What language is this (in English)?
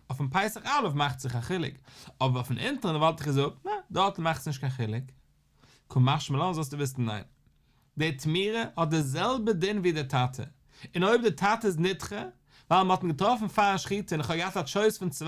Yiddish